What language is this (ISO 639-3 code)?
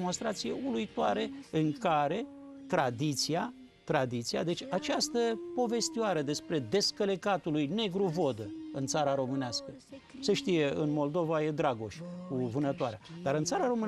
ron